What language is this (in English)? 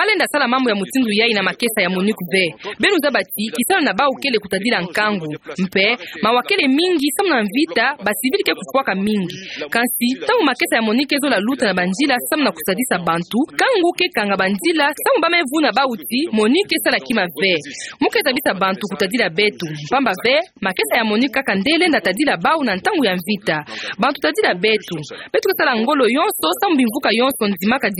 Kituba (Democratic Republic of Congo)